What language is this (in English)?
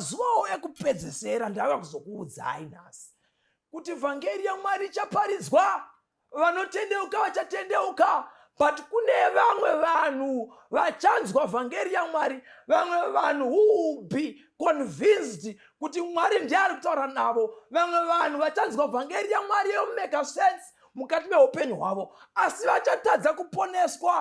Shona